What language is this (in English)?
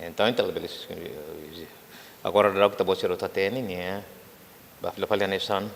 Tetum